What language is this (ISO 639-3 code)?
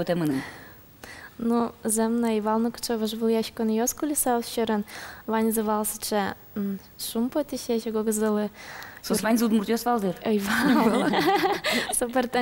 udm